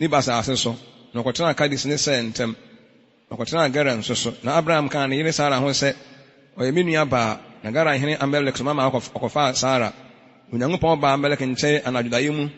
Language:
Akan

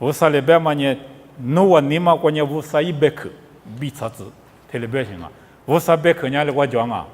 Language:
Lisu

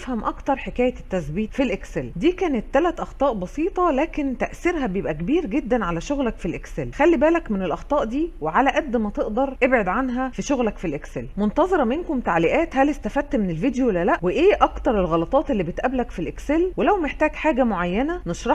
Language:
Egyptian Arabic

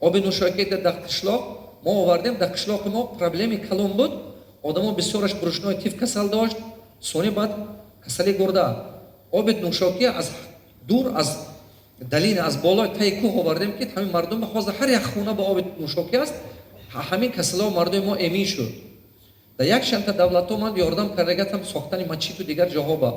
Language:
Tajik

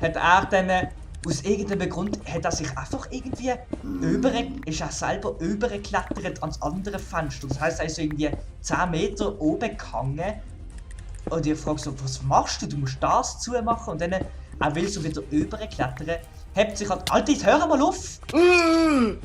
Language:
Swiss German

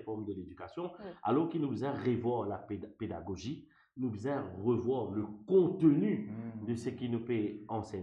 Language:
Morisyen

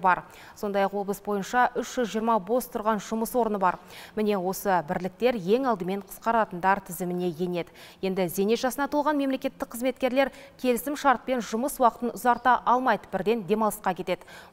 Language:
Kazakh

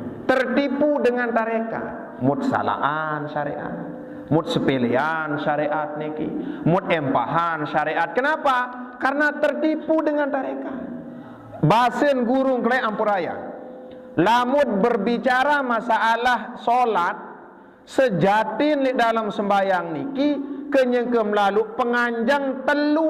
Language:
Sasak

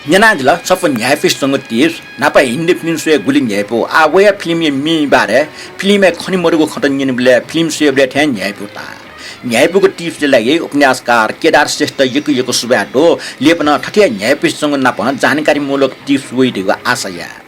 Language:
Newari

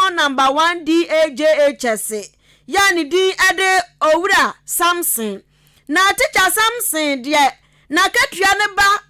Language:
Akan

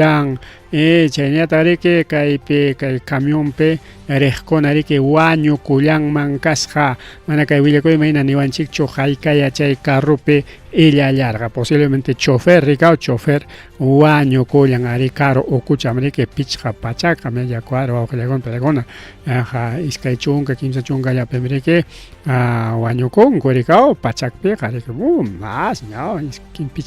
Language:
Ayacucho Quechua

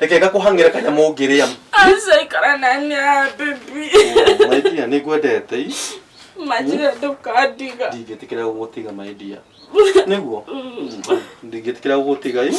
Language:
Kikuyu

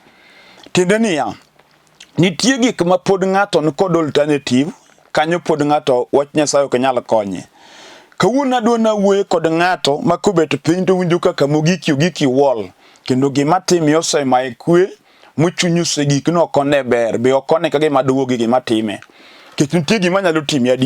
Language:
Luo (Kenya and Tanzania)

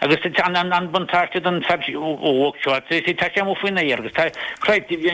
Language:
Irish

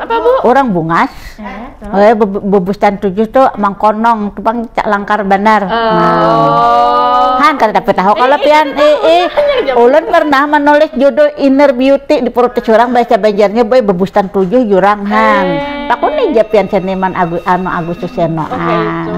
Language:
Banjar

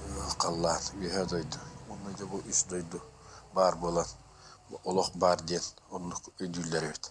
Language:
Yakut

